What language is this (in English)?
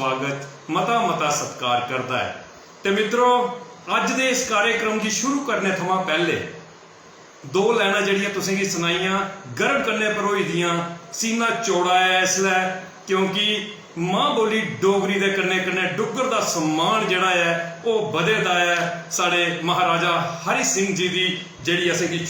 Dogri